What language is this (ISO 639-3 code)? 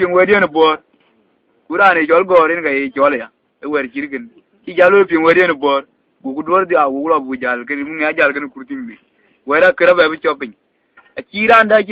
din